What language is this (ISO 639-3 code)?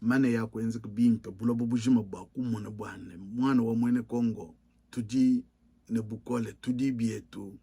lua